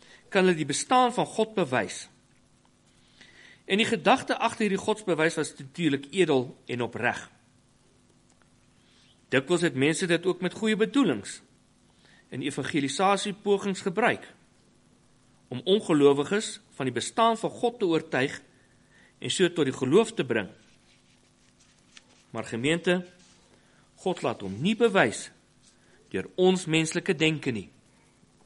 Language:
Afrikaans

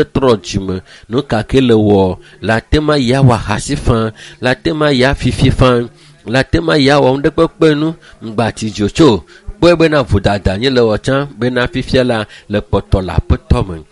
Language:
Ewe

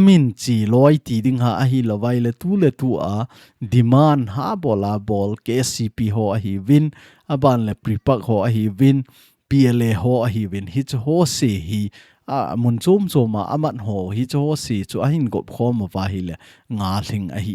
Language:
Thado Chin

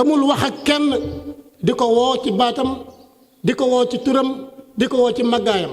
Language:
Wolof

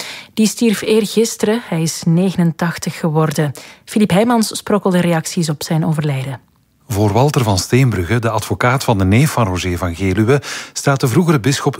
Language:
Dutch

